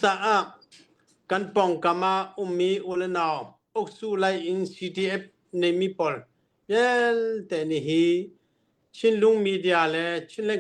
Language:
Hakha Chin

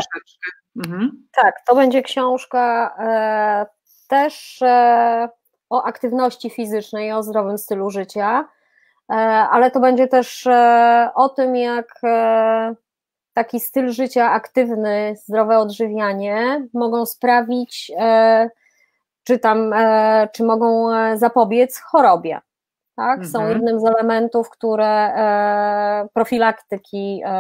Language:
Polish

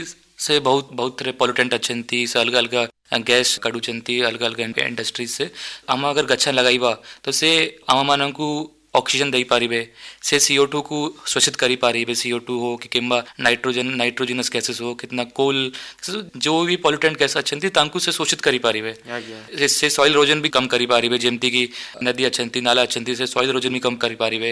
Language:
Odia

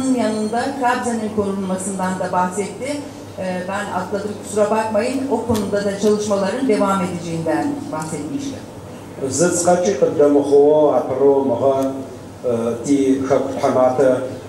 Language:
Adyghe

